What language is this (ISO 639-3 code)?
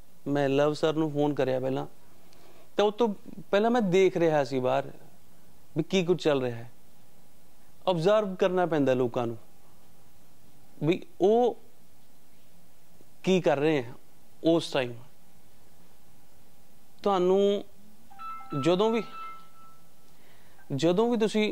pan